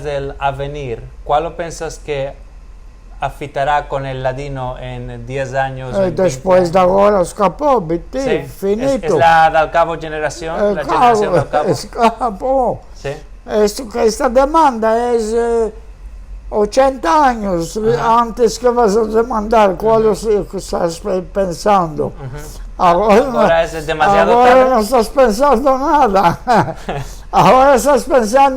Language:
Ladino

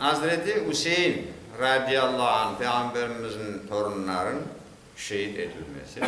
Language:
Crimean Tatar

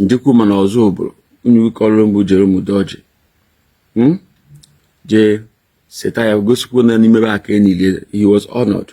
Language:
Igbo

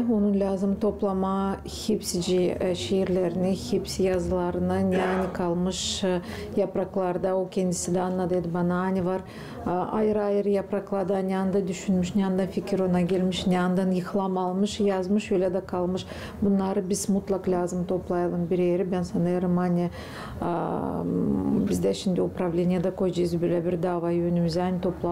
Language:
Gagauz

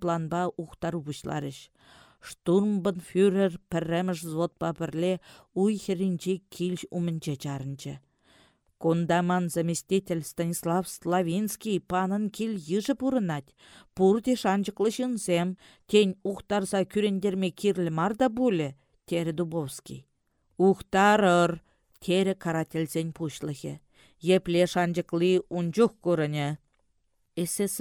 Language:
Chuvash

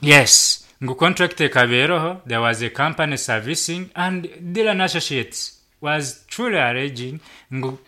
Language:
Nyankole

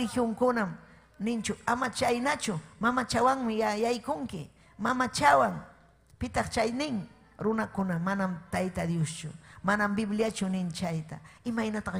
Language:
Ayacucho Quechua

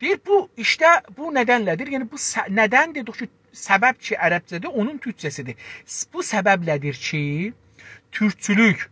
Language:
South Azerbaijani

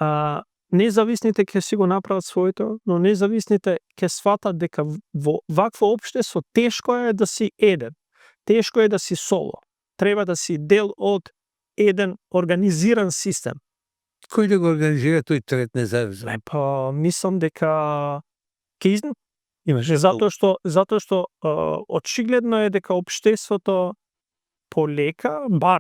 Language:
Macedonian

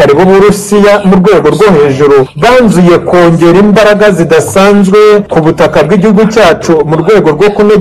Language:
Kinyarwanda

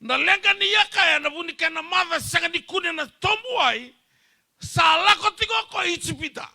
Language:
Fijian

